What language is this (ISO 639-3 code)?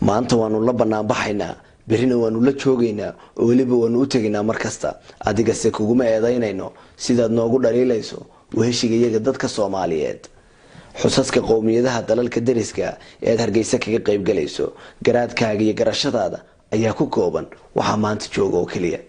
som